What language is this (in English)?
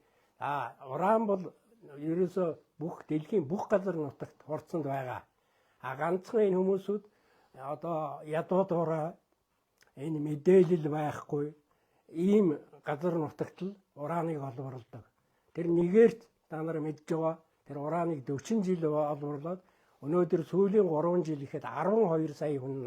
Mongolian